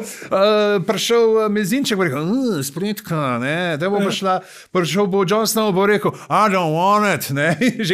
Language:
Slovenian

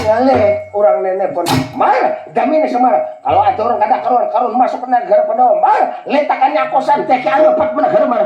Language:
Banjar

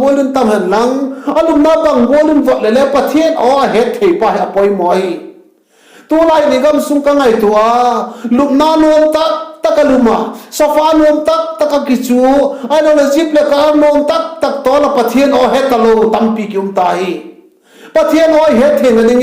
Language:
Vaiphei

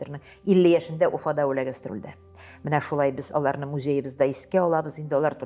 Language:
Tatar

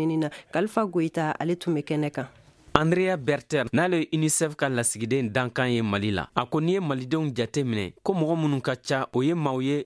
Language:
Bambara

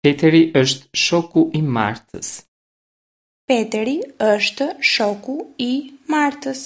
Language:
Albanian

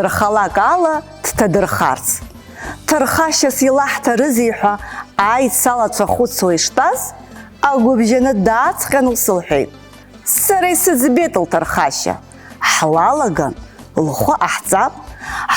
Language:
Abkhazian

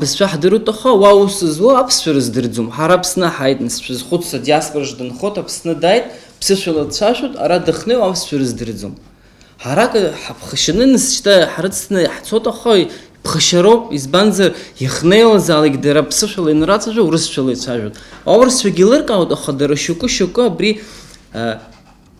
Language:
Abkhazian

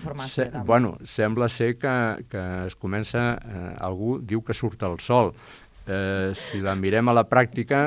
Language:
Catalan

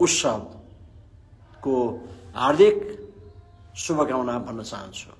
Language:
Nepali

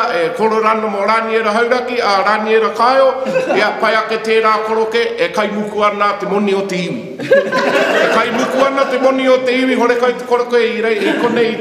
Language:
Māori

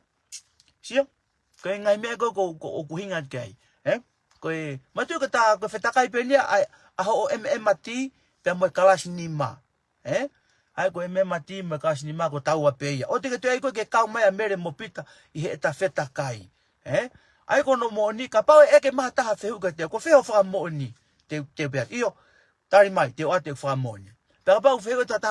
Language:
Tongan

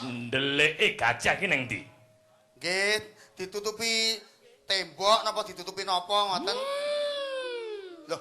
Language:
Javanese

